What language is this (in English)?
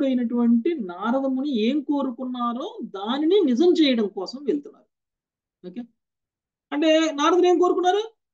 Telugu